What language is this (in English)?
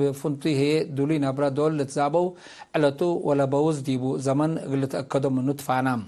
Tigre